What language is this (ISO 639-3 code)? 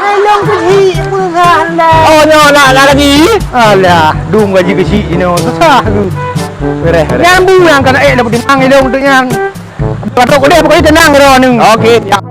ace